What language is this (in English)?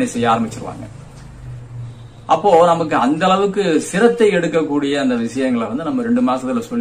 Tamil